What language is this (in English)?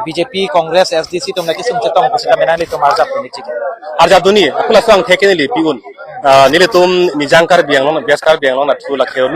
Karbi